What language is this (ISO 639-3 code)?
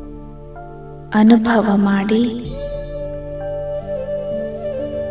kan